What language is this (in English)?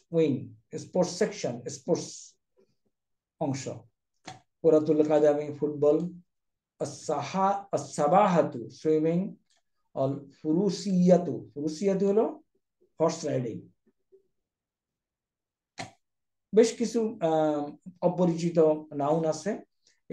Bangla